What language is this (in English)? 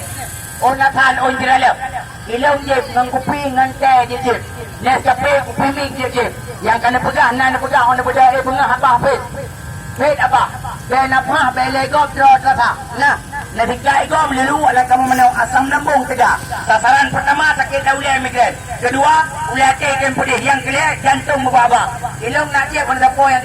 Achinese